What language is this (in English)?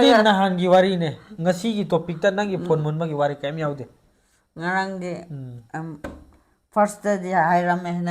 Manipuri